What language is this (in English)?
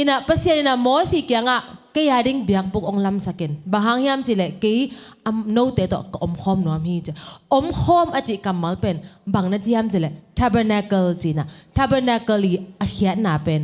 Tedim Chin